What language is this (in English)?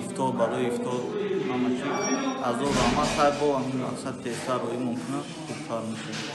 Tajik